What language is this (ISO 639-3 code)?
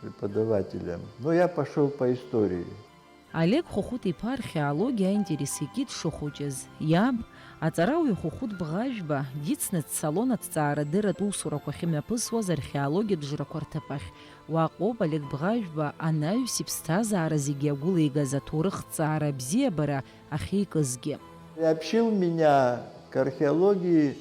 abk